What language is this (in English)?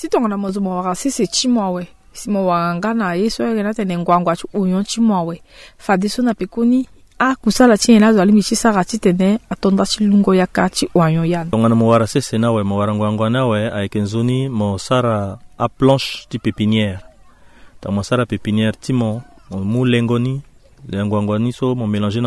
Sango